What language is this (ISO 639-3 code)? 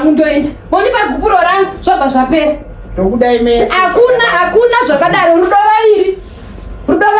sna